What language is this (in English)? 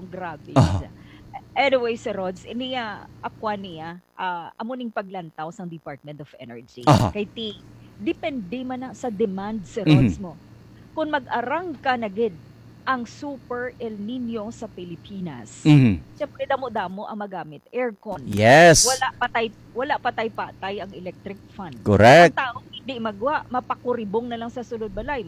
Hiligaynon